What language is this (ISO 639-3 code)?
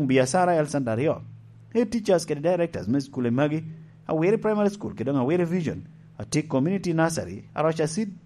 laj